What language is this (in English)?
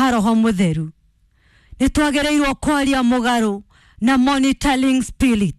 Kikuyu